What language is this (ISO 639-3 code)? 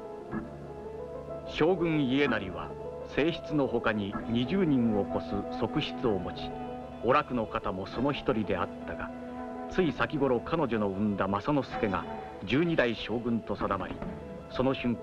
jpn